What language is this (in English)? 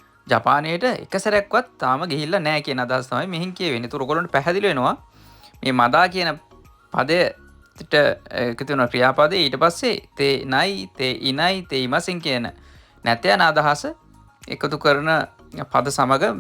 Sinhala